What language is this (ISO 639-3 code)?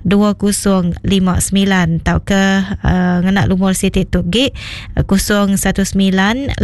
iba